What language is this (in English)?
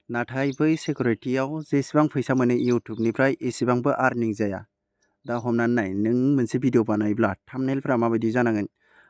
Bodo